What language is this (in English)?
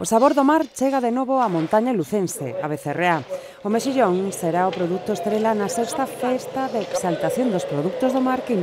Galician